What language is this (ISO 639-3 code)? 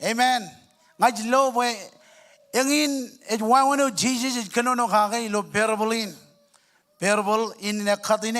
mah